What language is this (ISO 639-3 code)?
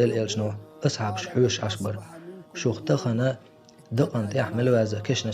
che